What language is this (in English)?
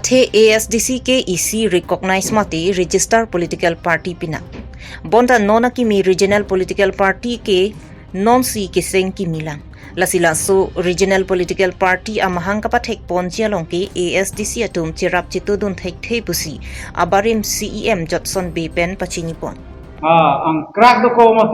Karbi